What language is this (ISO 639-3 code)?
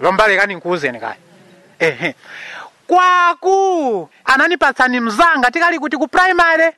nya